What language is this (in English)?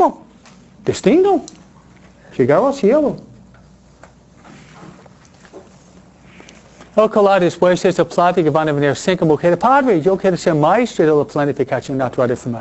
Spanish